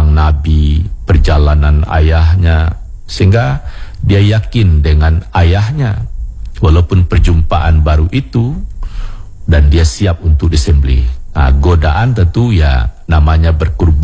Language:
Indonesian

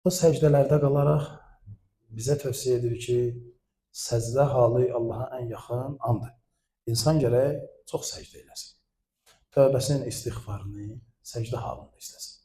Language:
Azerbaijani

